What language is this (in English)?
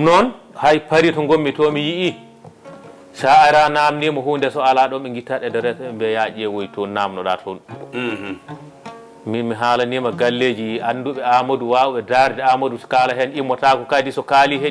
Fula